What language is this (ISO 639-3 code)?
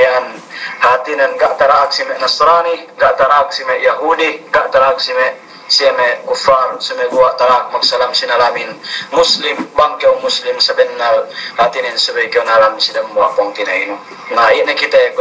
yka